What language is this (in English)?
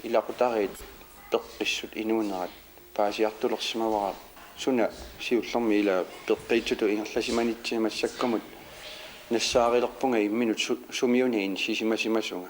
Kalaallisut